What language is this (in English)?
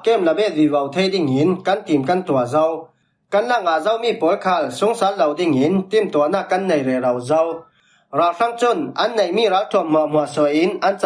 Falam Chin